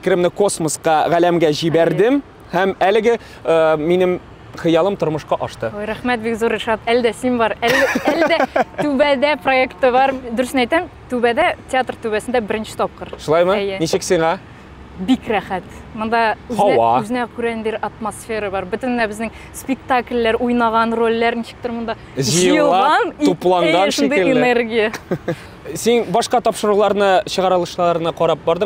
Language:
Tatar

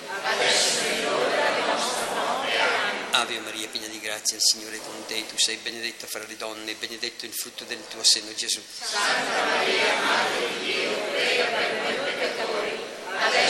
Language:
Italian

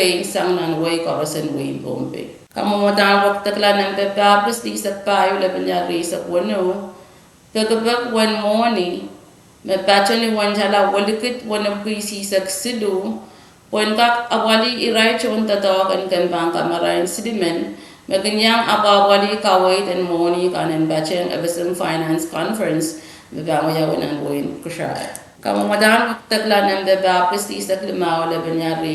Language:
Pohnpeian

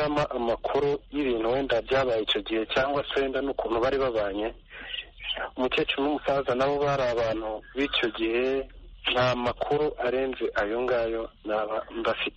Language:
Kinyarwanda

